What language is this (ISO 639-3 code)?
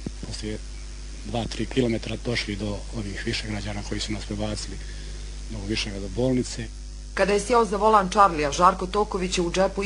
bos